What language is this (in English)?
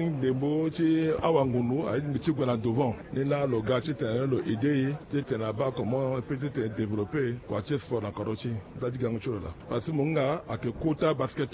Sango